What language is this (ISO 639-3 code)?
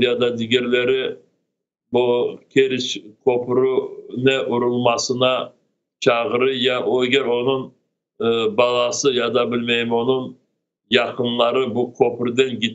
crh